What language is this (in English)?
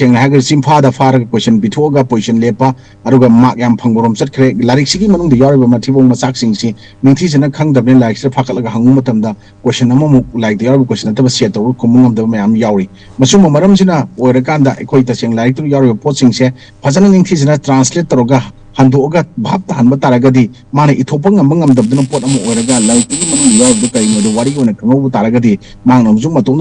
Manipuri